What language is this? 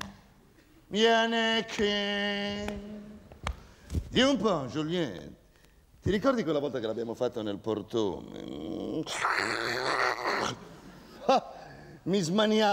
Italian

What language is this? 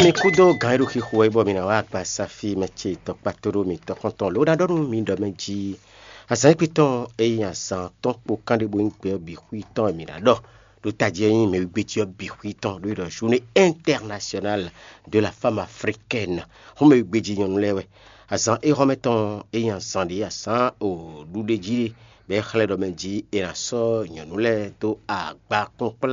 Fon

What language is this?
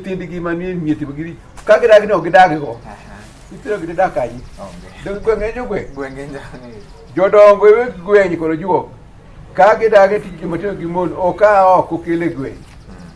Luo (Kenya and Tanzania)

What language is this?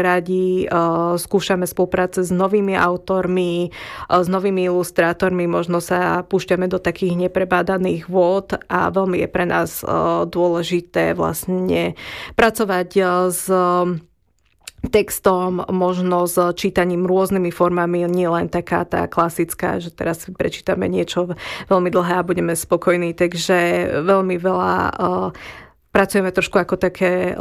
Slovak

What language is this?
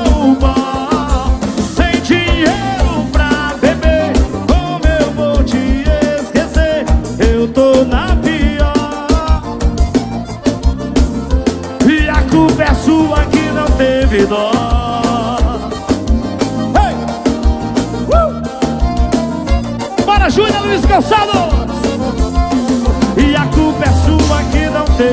Portuguese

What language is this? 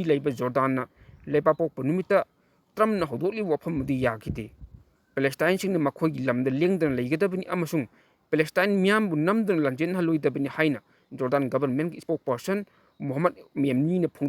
Manipuri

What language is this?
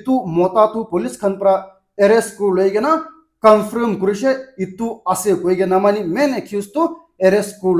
Naga Pidgin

